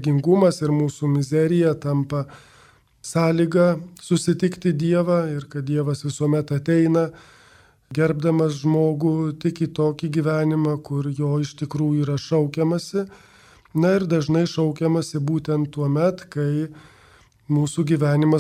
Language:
Lithuanian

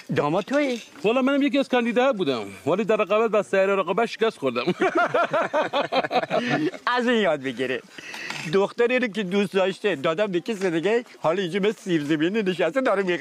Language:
Persian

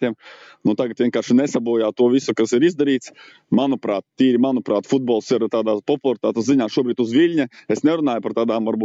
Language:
Latvian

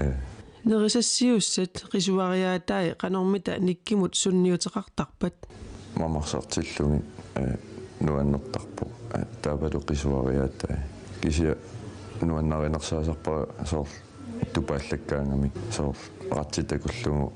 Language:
Kalaallisut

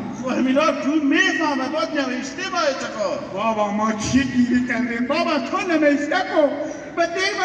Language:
Hazaragi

